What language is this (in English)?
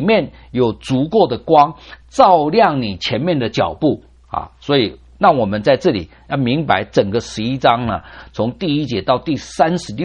Chinese